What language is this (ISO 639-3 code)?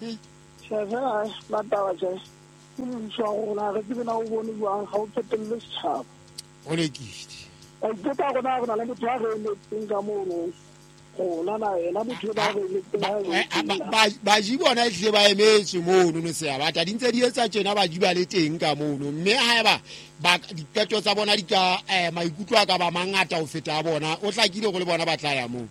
sot